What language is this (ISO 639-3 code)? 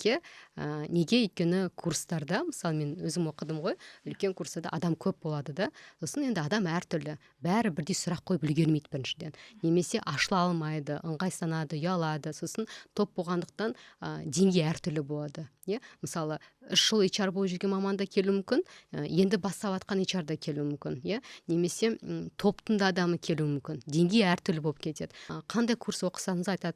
kaz